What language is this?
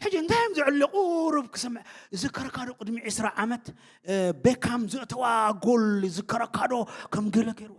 Tigrinya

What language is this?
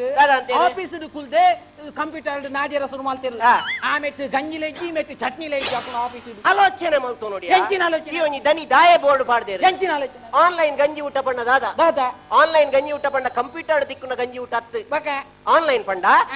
Tulu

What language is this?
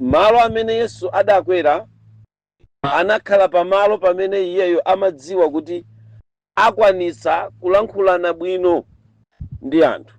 Nyanja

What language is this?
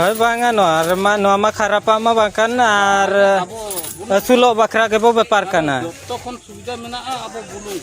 Santali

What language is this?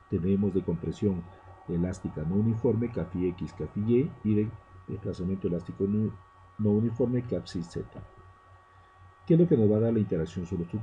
Spanish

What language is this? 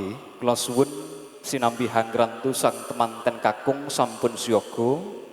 Javanese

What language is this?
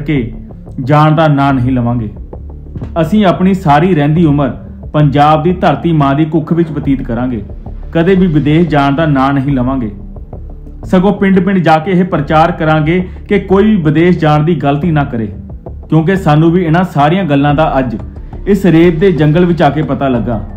Punjabi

